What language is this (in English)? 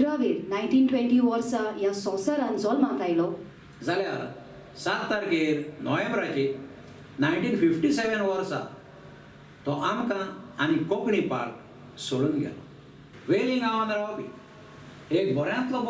Konkani